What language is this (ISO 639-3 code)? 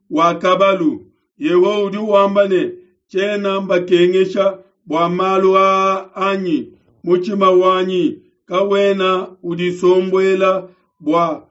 lua